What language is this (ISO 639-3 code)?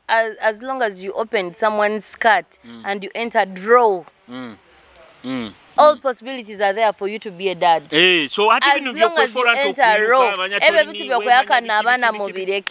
nyo